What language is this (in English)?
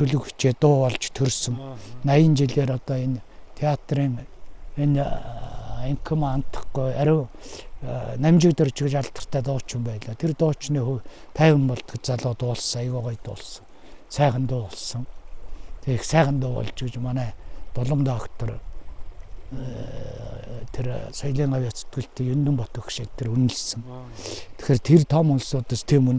Mongolian